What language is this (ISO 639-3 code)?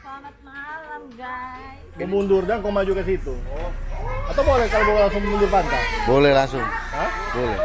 xmm